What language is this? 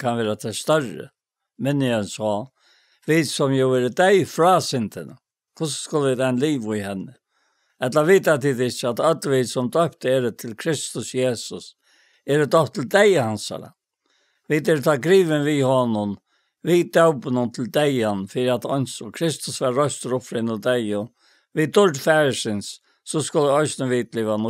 Faroese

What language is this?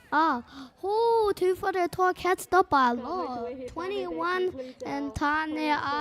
Māori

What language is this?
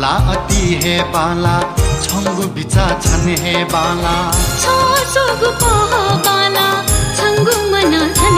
Newari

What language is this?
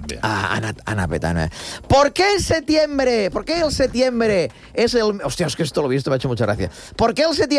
Catalan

